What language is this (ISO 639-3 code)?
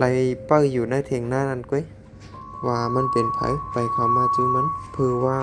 shn